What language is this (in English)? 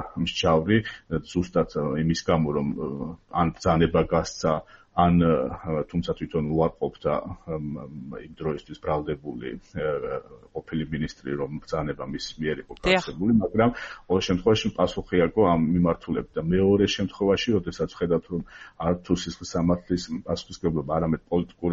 Georgian